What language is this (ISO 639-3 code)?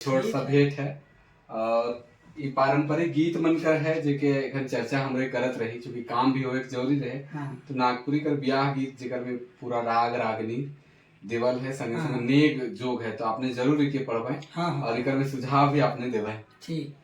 sck